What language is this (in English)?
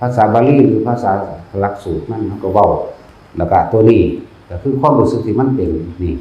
Northeastern Thai